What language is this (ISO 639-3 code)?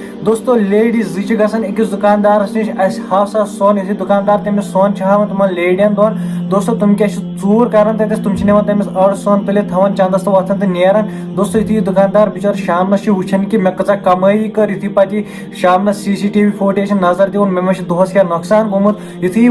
kas